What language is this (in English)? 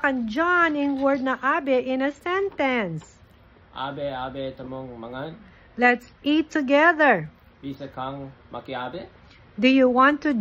Pampanga